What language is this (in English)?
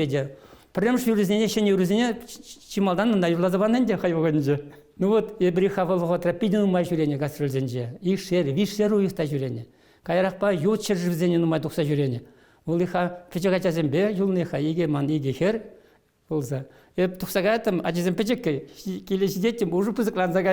Chuvash